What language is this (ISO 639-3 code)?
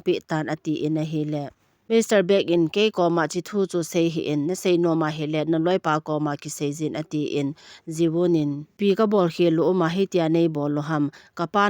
tcz